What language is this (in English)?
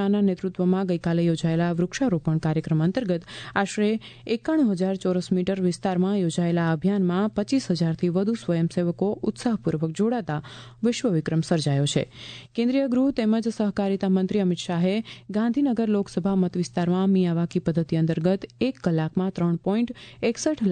Gujarati